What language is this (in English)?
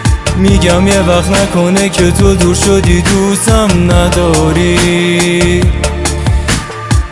Persian